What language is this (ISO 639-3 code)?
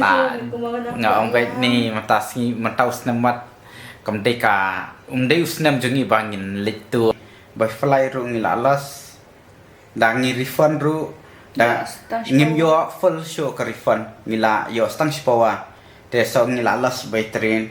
kha